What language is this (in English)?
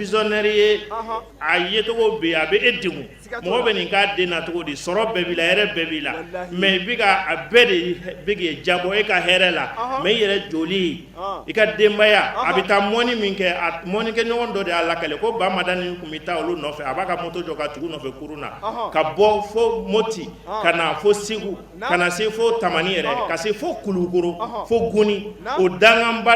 Bambara